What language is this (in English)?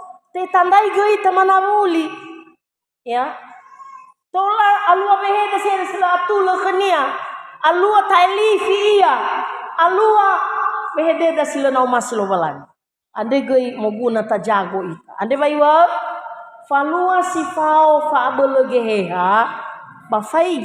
Nias